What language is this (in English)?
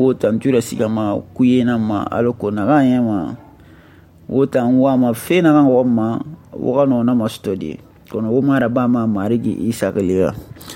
Susu